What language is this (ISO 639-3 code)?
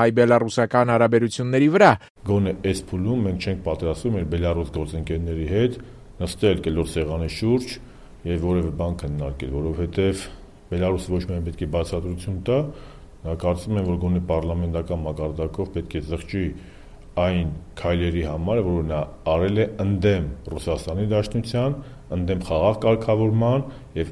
hye